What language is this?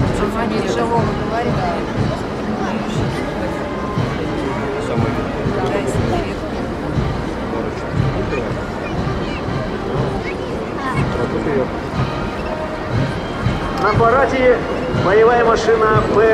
Russian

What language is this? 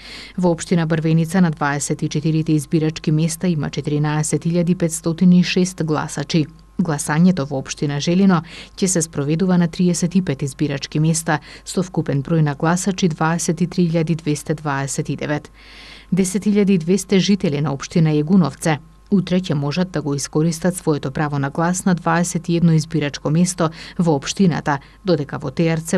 Macedonian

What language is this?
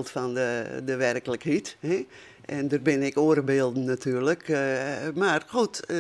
Western Frisian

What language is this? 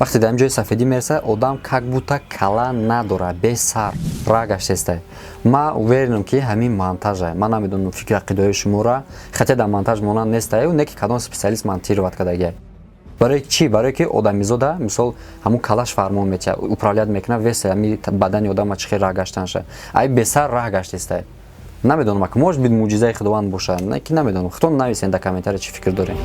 Tajik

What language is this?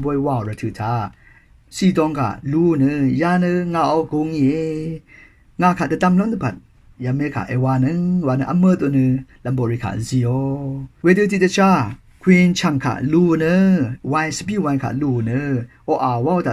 Rawang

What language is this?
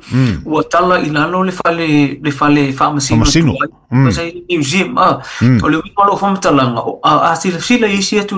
Samoan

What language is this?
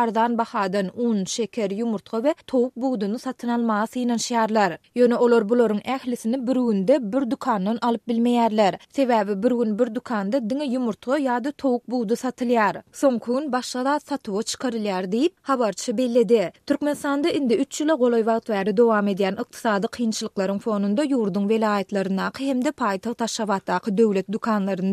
Turkmen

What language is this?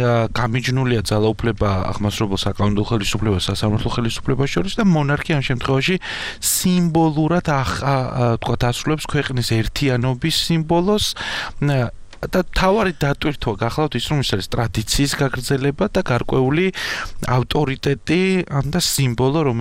Georgian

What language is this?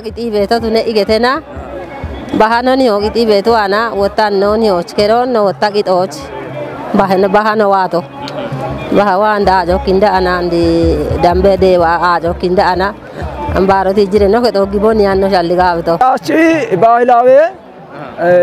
Kafa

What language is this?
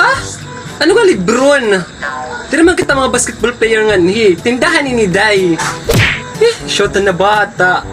Waray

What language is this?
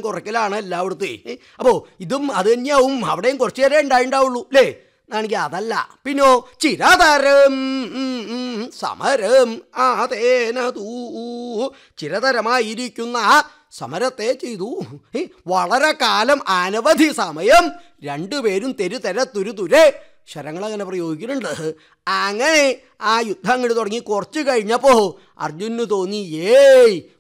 Malayalam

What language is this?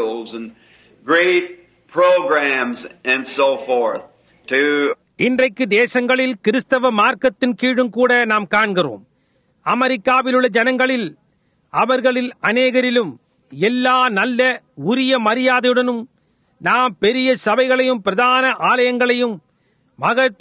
Tamil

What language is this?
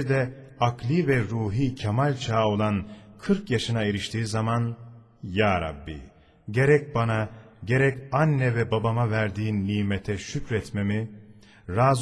Turkish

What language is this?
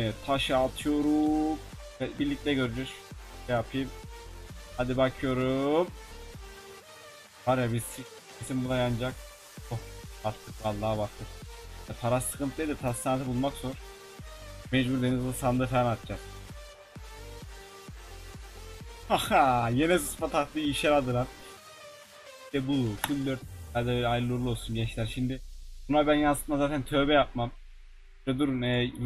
Turkish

